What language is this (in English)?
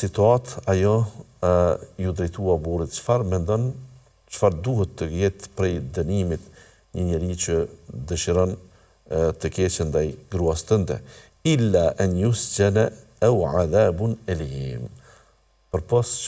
Albanian